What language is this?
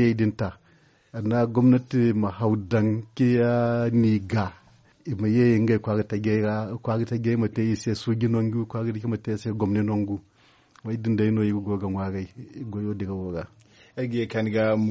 Zarma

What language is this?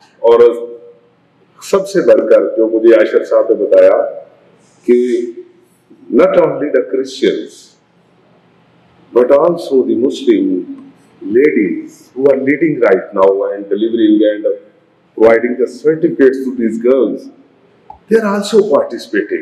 Urdu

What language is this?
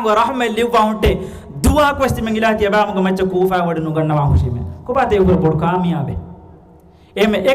Divehi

